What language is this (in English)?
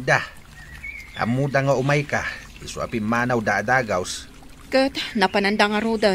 Iloko